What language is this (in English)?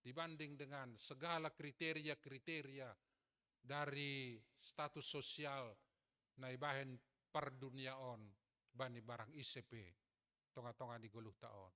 Batak Simalungun